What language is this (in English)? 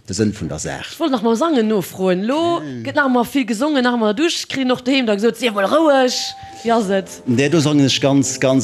Luxembourgish